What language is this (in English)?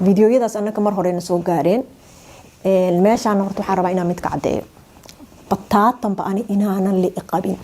Somali